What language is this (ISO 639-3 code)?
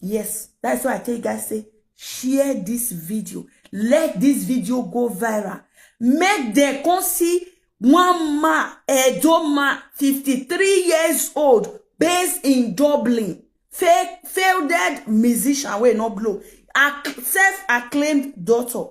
pcm